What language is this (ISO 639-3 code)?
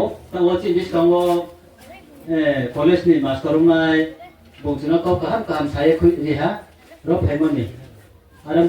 ria